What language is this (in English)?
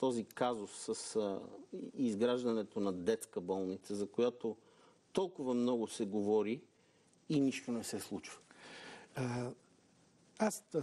Bulgarian